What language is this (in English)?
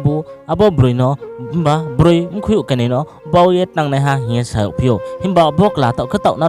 Riang (India)